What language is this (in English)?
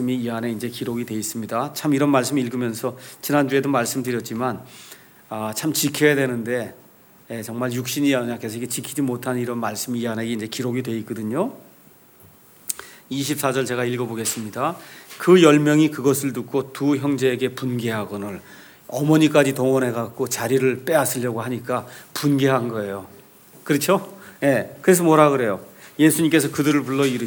Korean